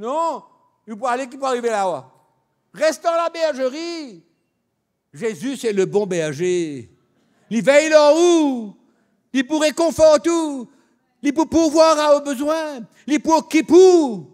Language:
Morisyen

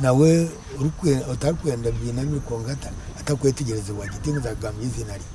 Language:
Nyankole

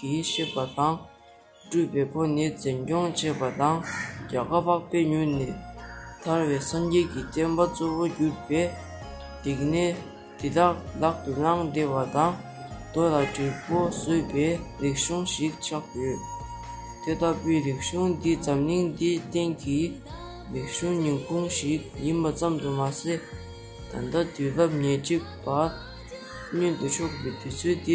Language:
Tibetan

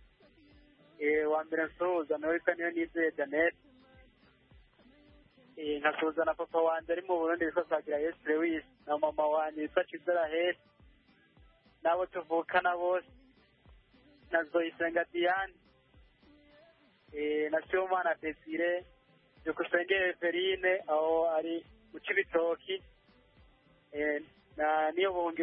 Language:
Kinyarwanda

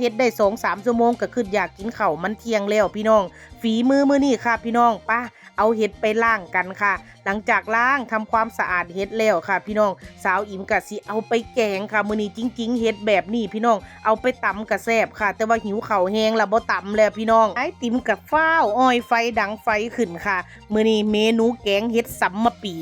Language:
Northeastern Thai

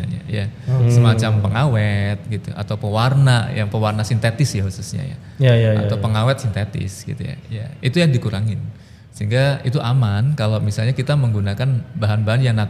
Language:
Indonesian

